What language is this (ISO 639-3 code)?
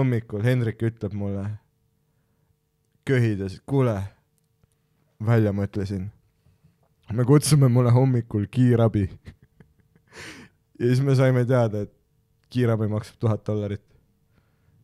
est